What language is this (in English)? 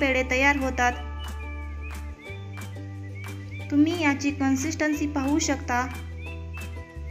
Marathi